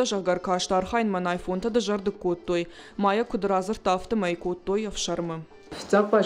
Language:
Ossetic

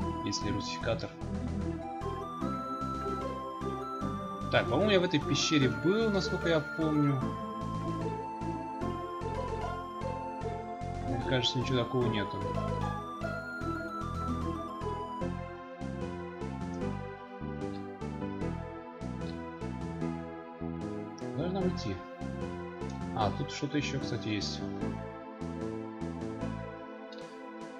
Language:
Russian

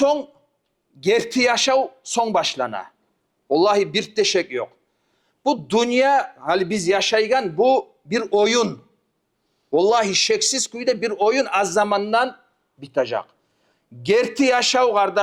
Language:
Kumyk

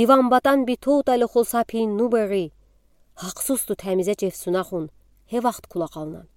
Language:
Udi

